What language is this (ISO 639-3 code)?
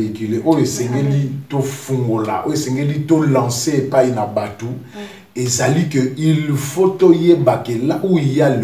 lin